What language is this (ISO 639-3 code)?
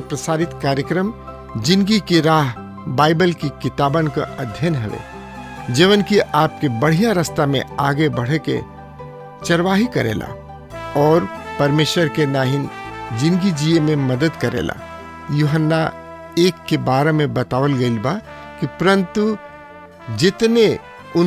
bho